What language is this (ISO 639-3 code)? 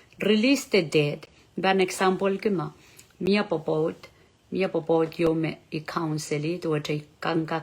pon